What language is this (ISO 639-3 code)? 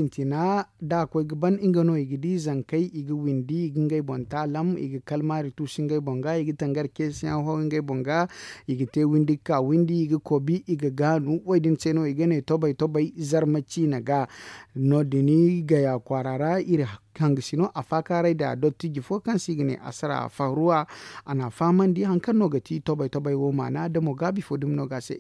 dje